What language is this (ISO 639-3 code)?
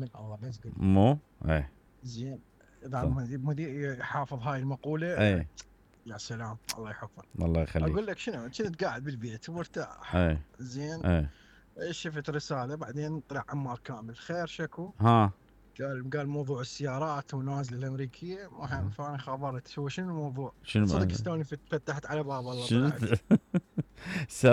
acm